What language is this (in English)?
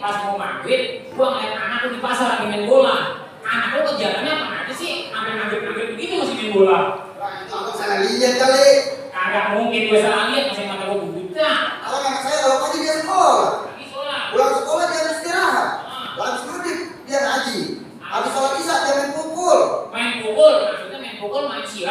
Betawi